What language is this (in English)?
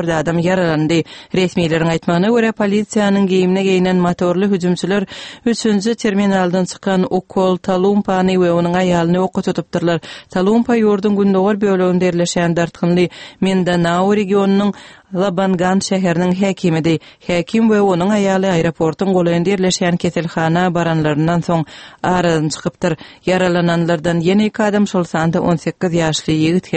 Kyrgyz